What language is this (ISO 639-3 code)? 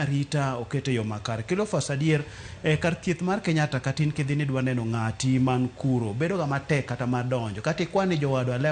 luo